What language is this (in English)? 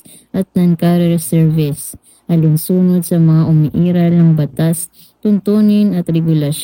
Filipino